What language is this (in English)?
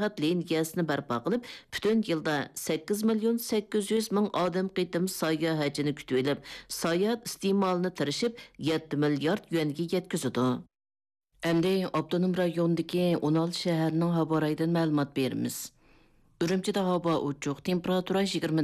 Uyghur